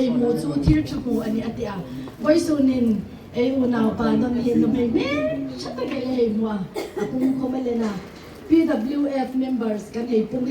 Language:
Hmar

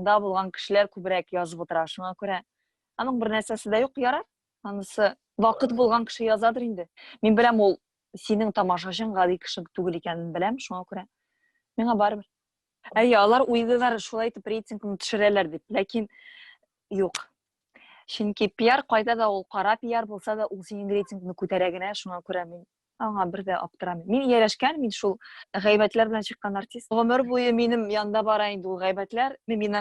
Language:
Tatar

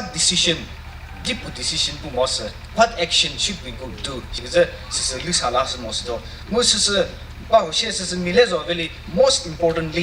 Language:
Chokri Naga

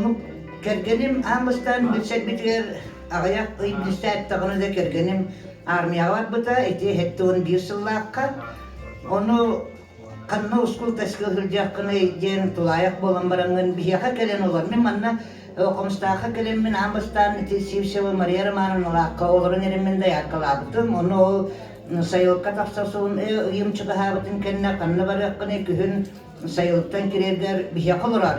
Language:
Yakut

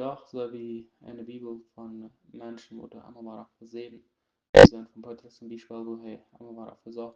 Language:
Plautdietsch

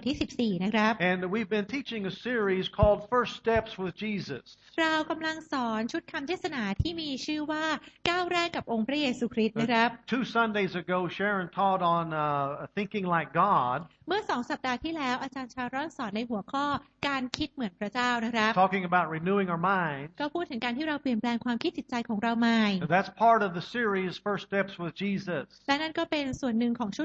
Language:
Thai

